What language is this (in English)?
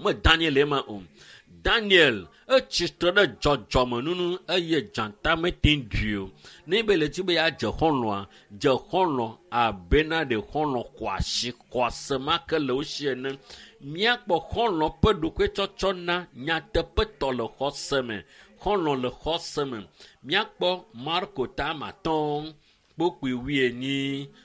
Ewe